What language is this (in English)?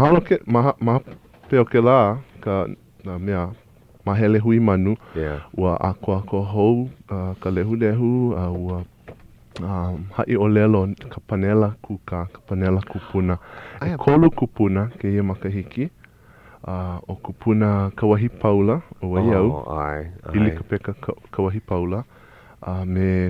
Hawaiian